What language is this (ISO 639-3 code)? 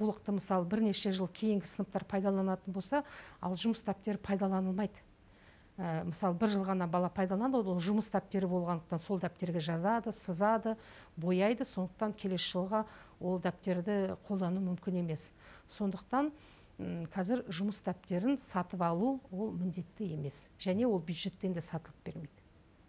kaz